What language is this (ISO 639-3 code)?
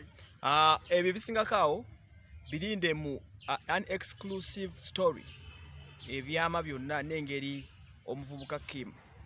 lug